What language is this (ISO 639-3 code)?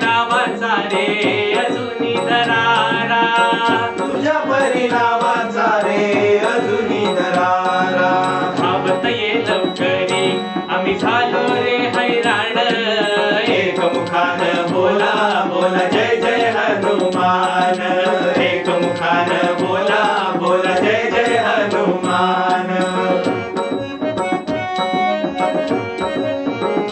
mar